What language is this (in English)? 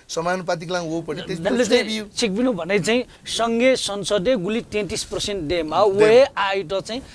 Newari